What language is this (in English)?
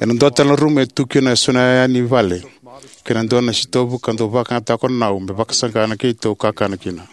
Fijian